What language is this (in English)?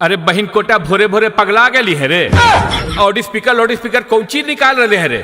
Magahi